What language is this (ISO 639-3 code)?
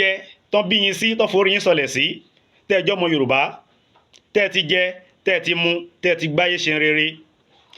yor